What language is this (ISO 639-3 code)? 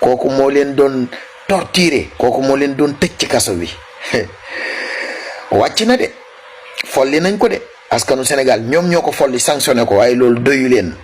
wol